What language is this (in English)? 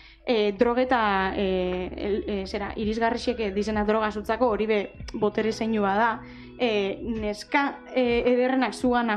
Basque